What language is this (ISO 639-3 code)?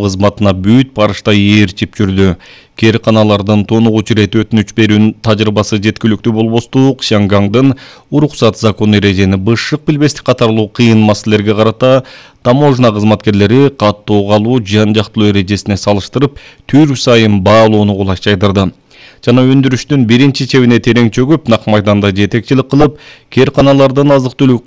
kir